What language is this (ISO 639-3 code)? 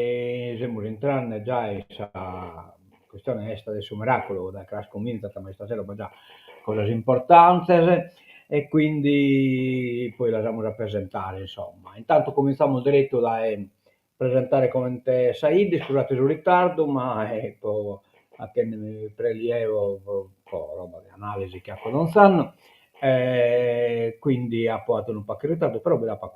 srd